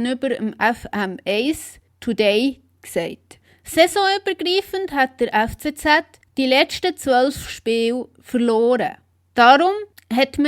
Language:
Swiss German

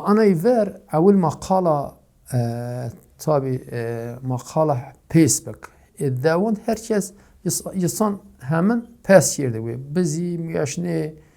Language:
Zaza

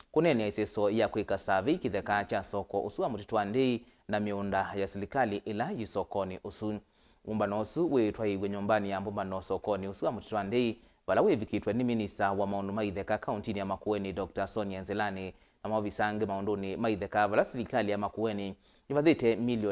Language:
Kamba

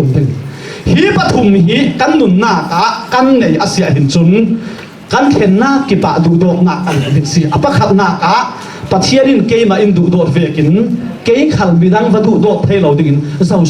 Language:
Falam Chin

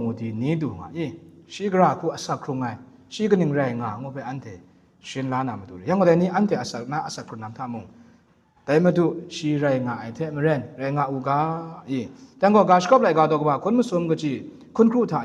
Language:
Kachin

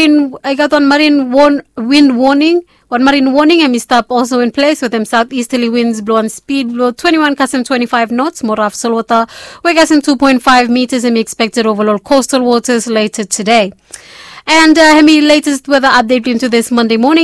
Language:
Bislama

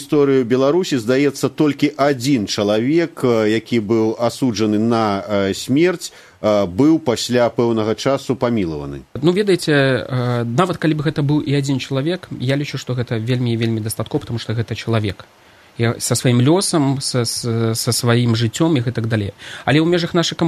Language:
Belarusian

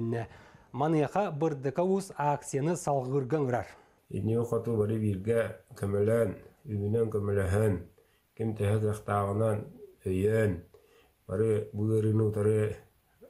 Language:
Yakut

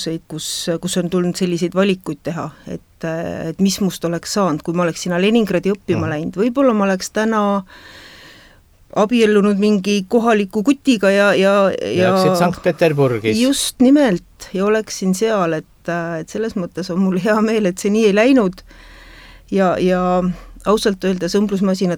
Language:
Estonian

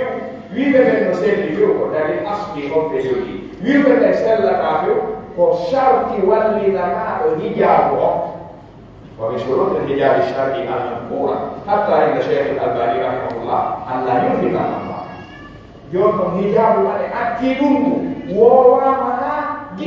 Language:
Pular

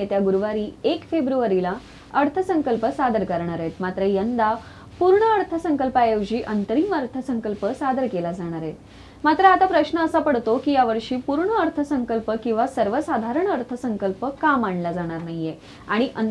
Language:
Marathi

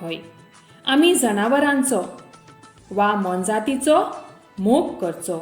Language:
Konkani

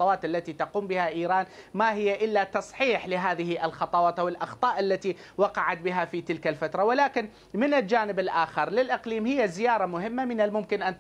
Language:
Mesopotamian Arabic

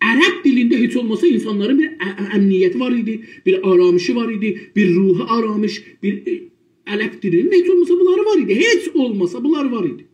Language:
South Azerbaijani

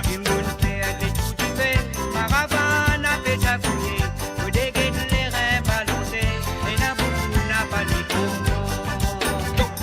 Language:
Morisyen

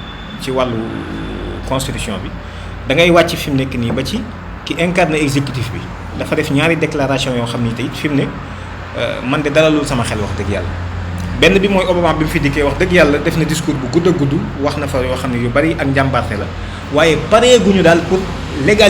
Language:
Wolof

